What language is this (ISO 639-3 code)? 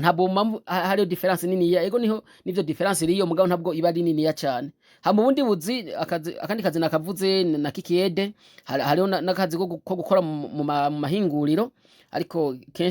run